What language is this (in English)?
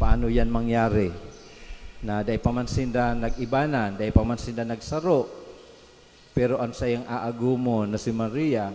Bikol